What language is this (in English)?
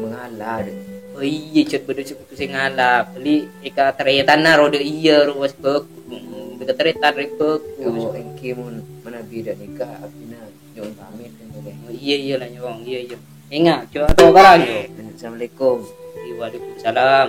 Madurese